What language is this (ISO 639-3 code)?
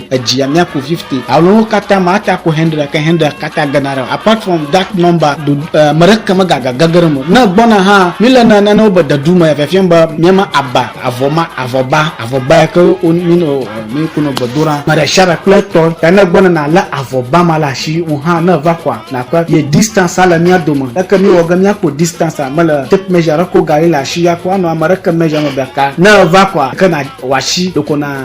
ewe